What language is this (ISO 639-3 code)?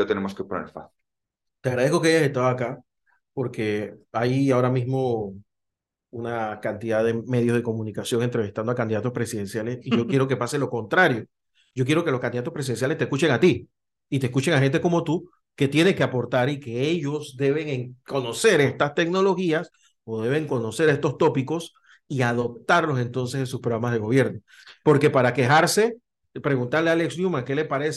spa